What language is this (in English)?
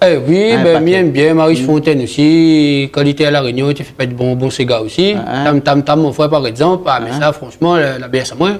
Réunion Creole French